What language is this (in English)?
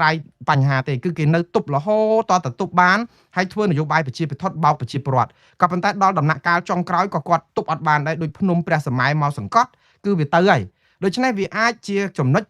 Khmer